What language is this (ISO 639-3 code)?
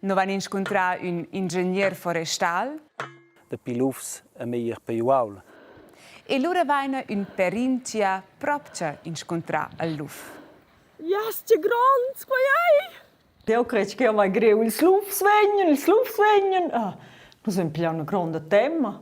roh